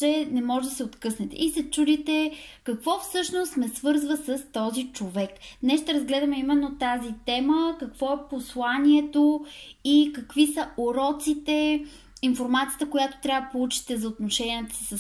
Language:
Bulgarian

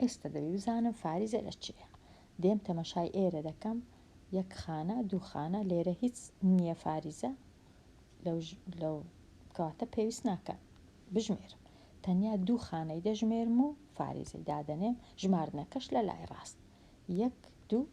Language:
Central Kurdish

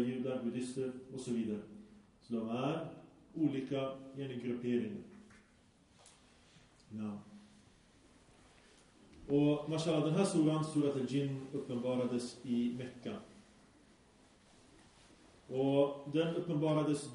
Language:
Swedish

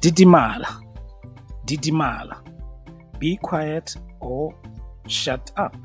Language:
Tswana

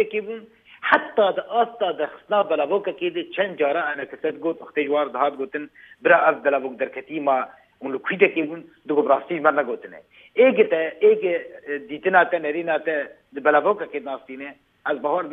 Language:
Kurdish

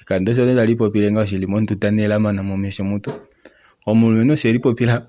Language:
Kuanyama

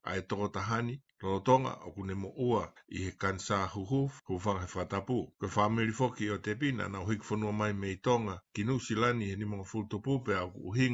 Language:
Tongan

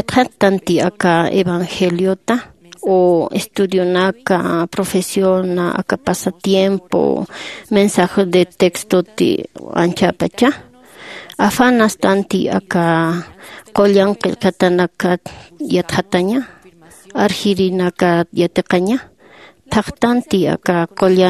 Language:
Aymara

